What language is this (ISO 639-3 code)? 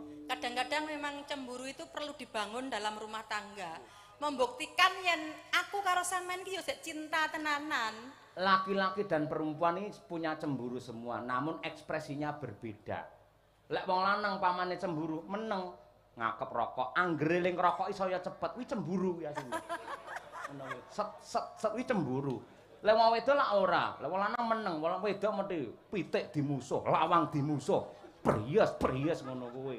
jav